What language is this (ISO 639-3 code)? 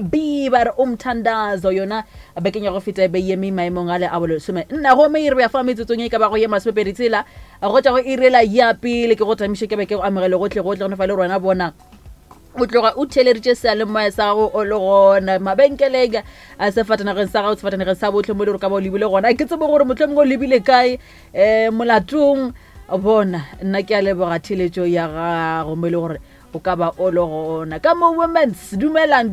nso